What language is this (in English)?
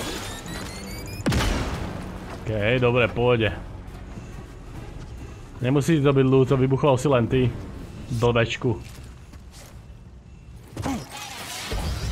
Slovak